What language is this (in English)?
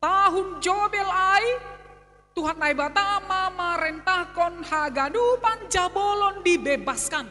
Batak Simalungun